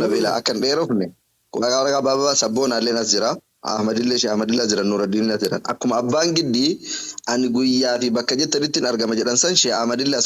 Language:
Oromo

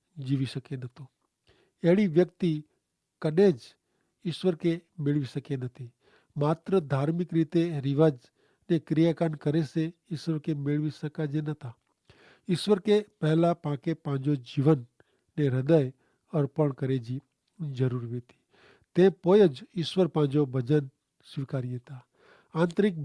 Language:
Kachhi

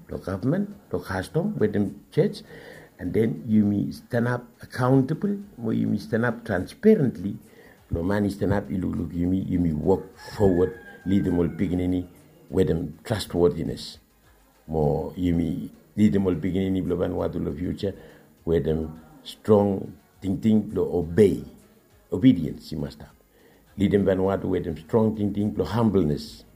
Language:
Bislama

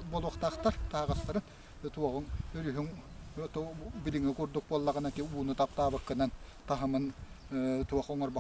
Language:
Yakut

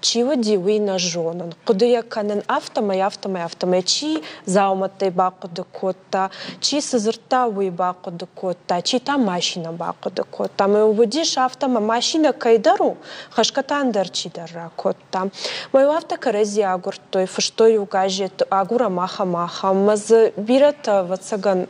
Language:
Ossetic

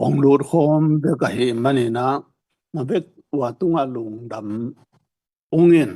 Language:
Tedim Chin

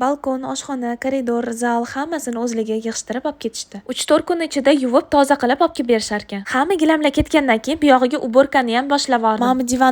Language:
Uzbek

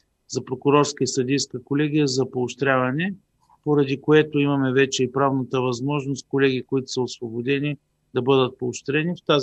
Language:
Bulgarian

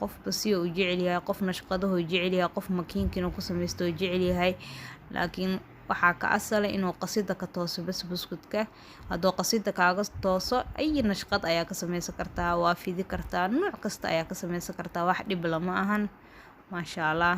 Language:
Somali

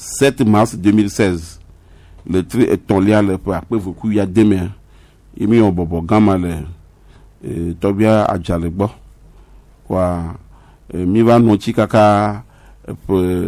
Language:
Gen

